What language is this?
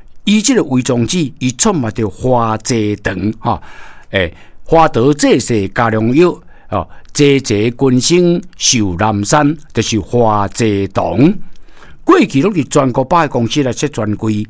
Min Nan Chinese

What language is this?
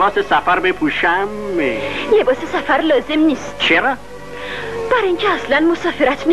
Persian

